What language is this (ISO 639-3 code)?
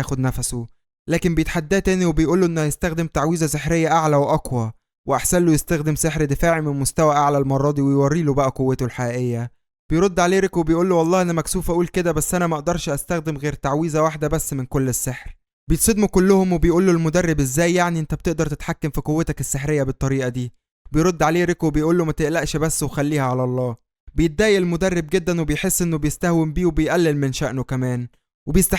arz